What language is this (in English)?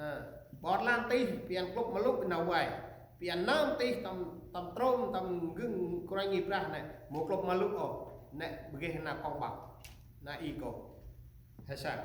Central Mnong